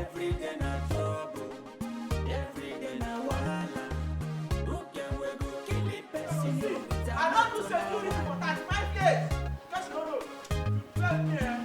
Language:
Nigerian Pidgin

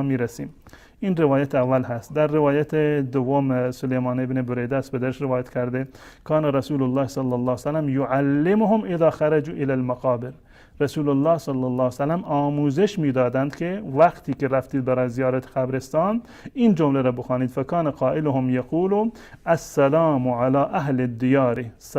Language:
Persian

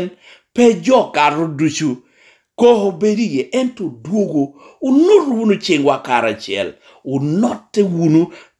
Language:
Lango (Uganda)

